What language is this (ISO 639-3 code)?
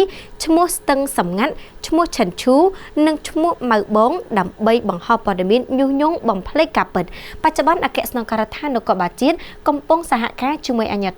khm